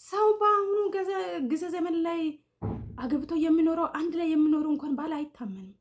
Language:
Amharic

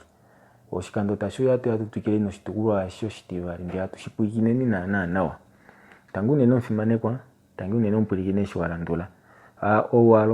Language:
Kuanyama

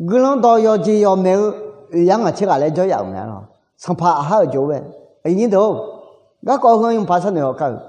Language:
Akha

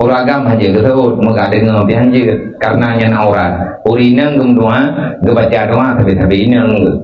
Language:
Achinese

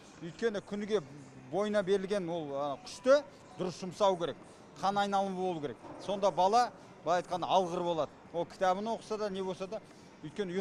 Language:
Kazakh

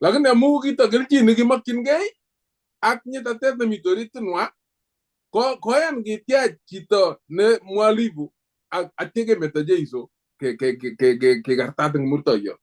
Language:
Kalenjin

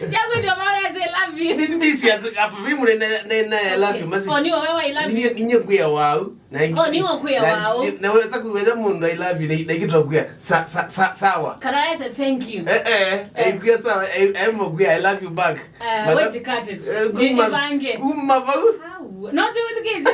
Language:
Kamba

